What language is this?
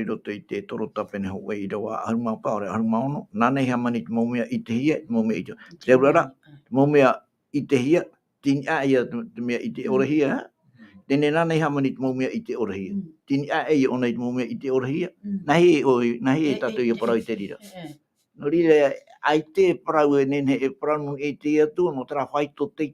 Tahitian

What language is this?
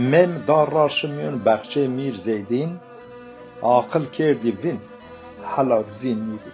Zaza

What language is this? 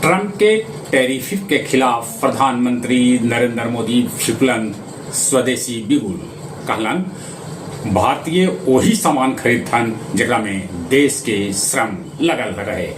Magahi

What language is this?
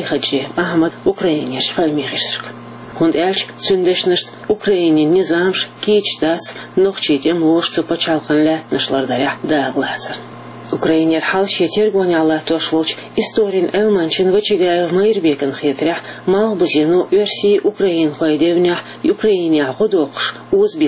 Chechen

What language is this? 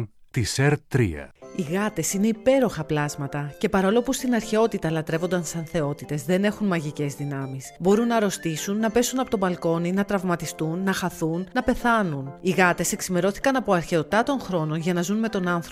Greek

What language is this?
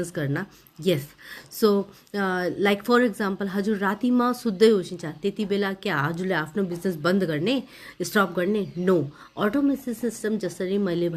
Nepali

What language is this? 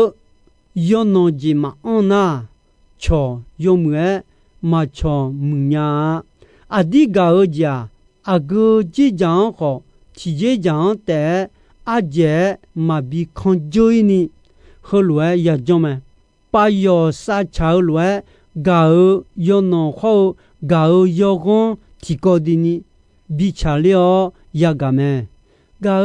Akha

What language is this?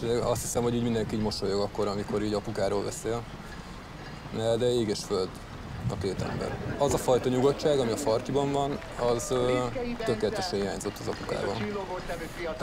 Hungarian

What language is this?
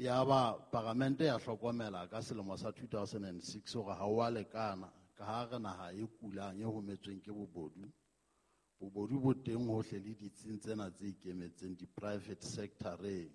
Southern Sotho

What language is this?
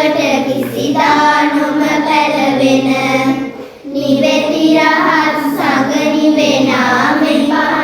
Sinhala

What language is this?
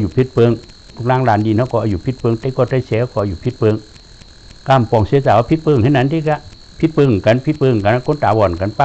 Shan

